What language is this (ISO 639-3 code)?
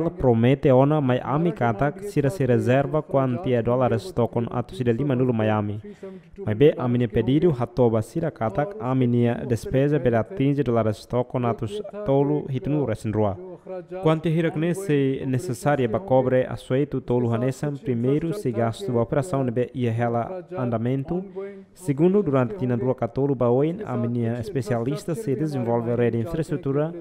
tet